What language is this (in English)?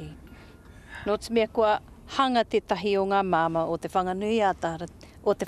Māori